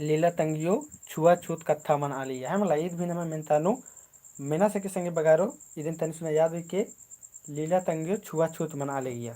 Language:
Kurukh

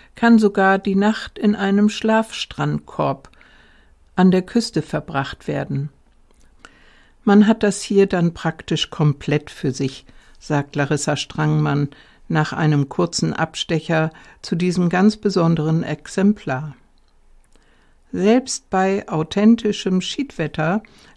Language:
German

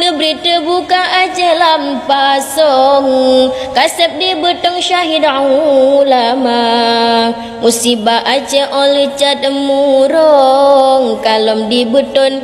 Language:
Achinese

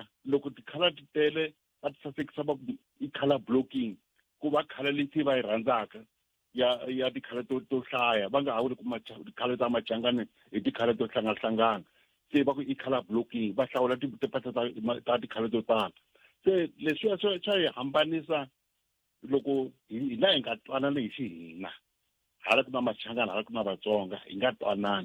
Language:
Tsonga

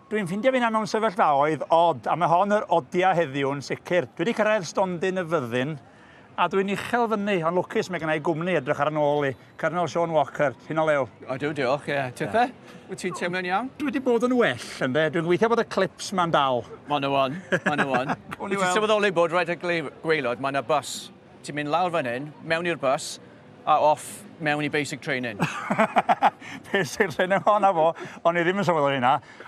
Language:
Welsh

